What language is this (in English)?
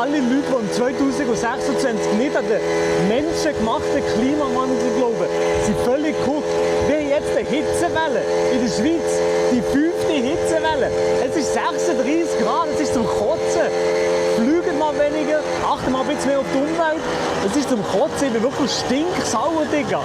Swiss German